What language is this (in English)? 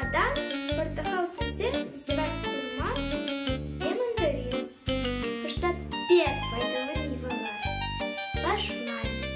Crimean Tatar